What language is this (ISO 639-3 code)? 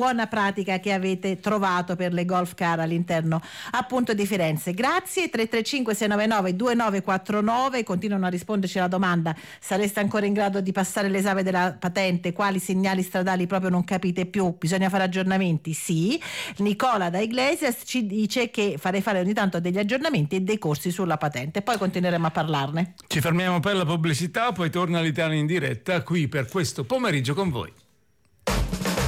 ita